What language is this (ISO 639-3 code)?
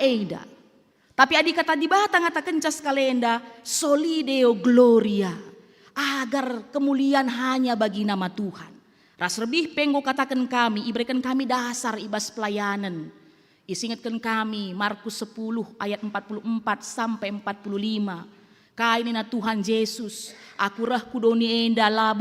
btx